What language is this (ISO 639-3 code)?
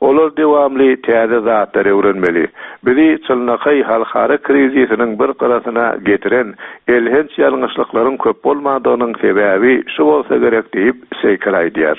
tuk